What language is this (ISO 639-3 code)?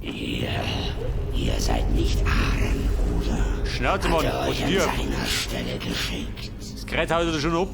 bar